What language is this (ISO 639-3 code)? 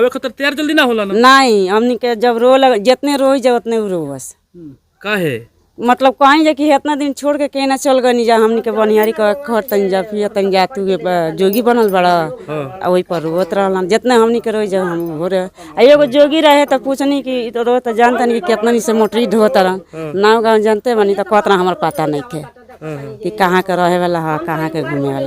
bho